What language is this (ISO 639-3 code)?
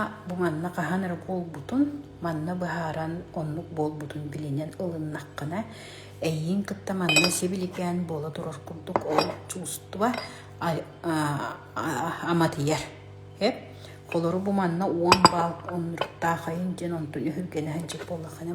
sah